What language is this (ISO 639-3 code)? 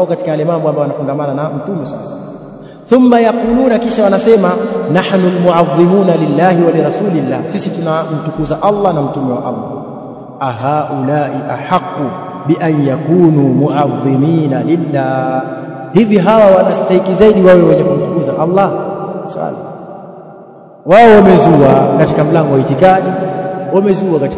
swa